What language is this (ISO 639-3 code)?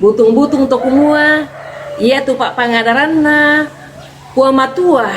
sda